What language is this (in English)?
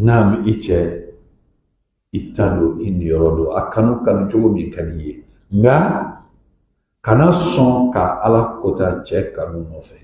Bambara